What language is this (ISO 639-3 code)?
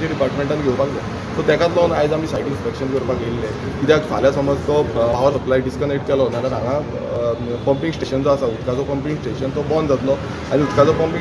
kok